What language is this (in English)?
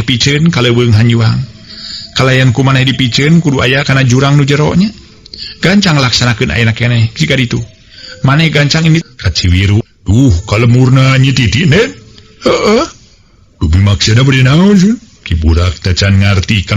Sundanese